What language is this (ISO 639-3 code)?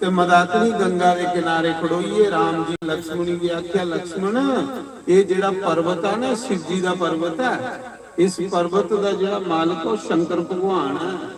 doi